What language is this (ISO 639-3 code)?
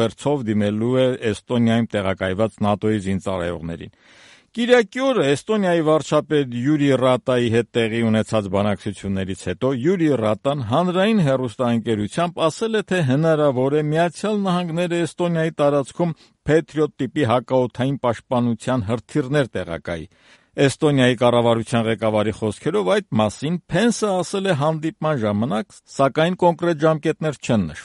hye